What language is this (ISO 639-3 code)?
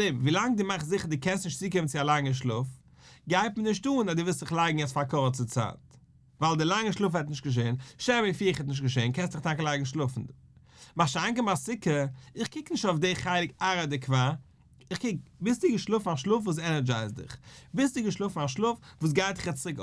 yid